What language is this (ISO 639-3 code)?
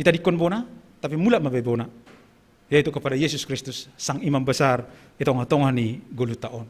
bts